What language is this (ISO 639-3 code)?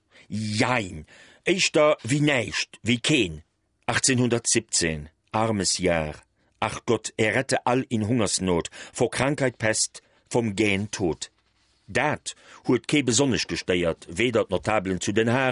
ltz